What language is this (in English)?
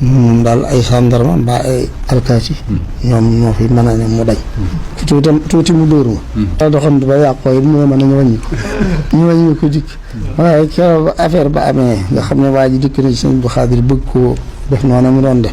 Wolof